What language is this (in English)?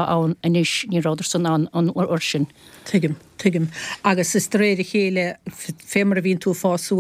Irish